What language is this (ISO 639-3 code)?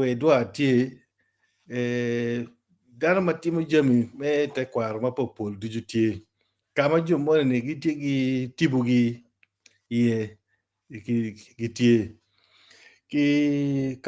ach